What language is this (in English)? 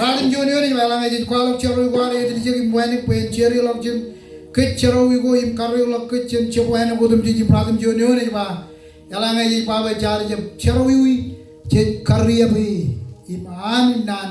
Marshallese